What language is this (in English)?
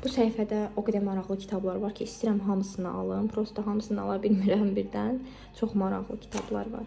Azerbaijani